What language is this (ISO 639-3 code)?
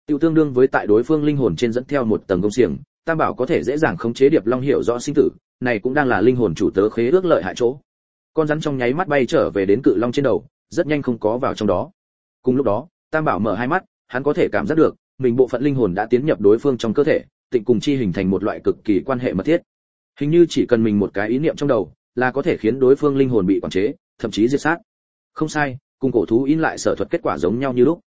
vie